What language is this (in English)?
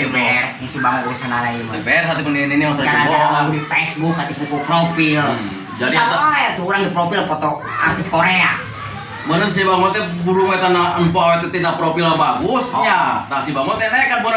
Sundanese